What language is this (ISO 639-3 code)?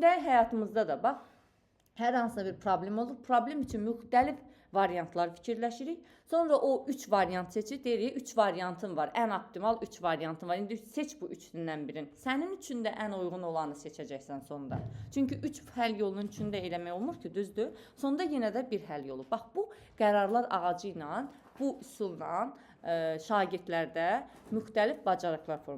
aze